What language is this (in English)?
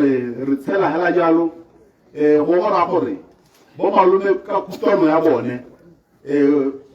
Tswana